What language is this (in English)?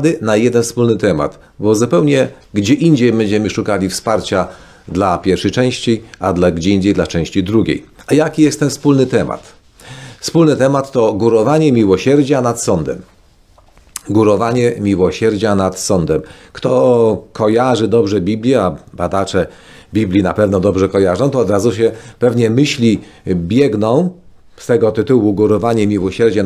Polish